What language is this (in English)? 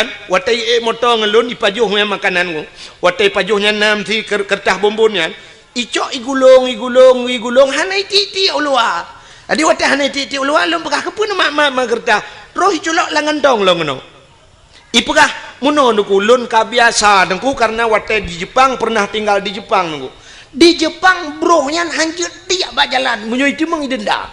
Achinese